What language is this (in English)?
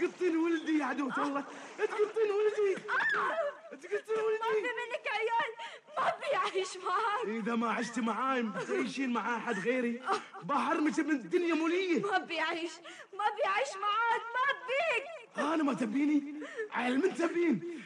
Gulf Arabic